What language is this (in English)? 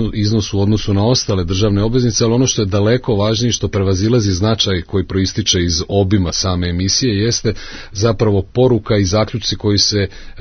Serbian